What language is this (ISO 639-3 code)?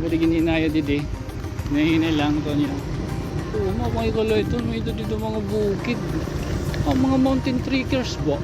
war